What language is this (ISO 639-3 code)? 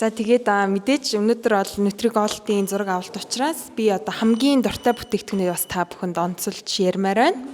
mon